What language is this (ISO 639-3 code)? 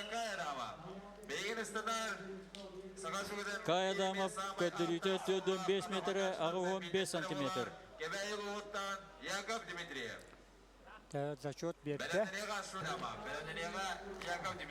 sah